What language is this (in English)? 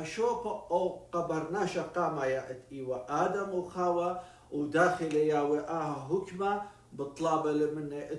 Assyrian Neo-Aramaic